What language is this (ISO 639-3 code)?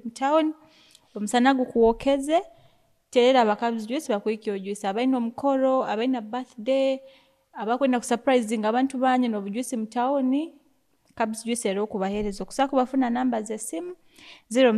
nyo